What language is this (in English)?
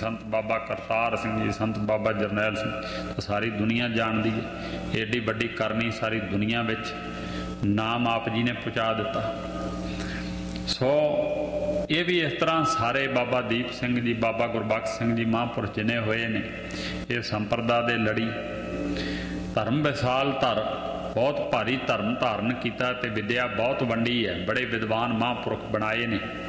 Punjabi